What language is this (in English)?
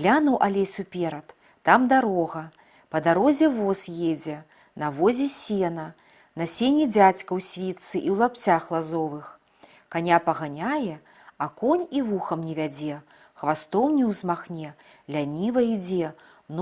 Belarusian